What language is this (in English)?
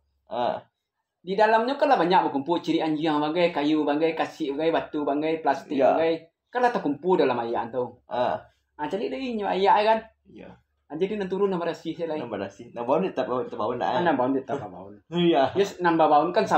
Minangkabau